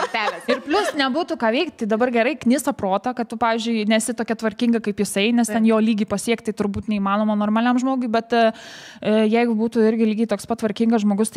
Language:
Lithuanian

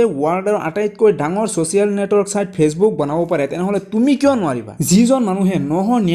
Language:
Assamese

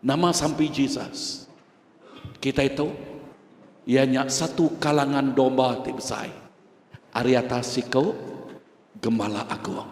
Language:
Iban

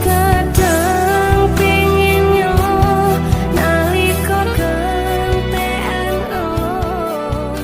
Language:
Madurese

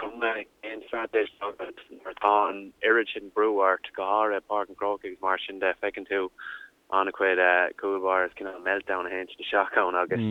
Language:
Irish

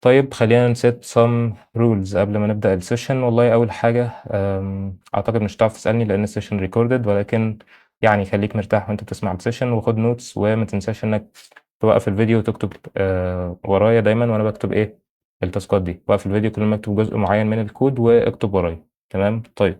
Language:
Egyptian Arabic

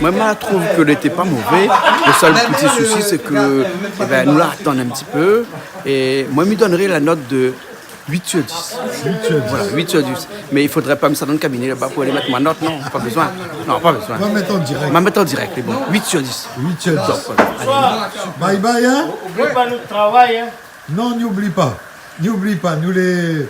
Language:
Réunion Creole French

